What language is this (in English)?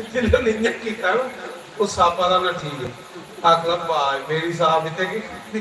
Dogri